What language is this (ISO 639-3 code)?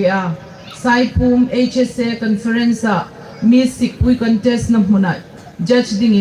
hmr